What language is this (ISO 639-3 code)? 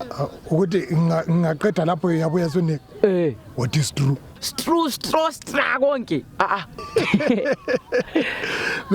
zul